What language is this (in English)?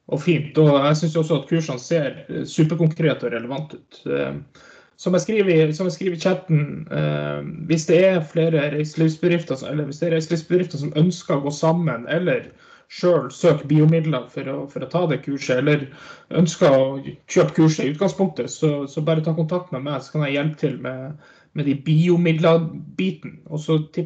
Norwegian